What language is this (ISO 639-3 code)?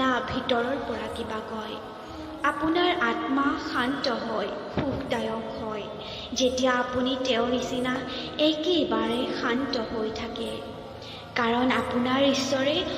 asm